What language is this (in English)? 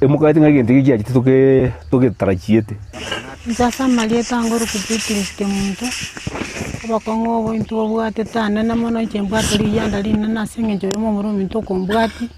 Gusii